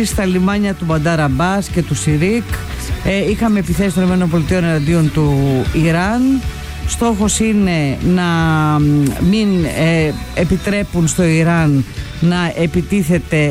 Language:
Greek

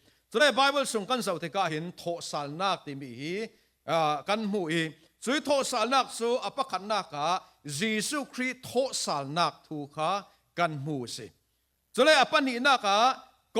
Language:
Falam Chin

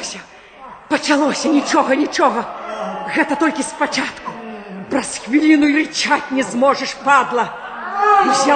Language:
Belarusian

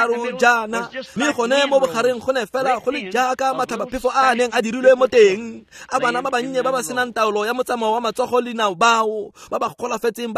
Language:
Tswana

